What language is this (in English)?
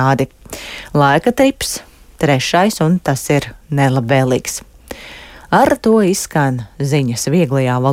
Latvian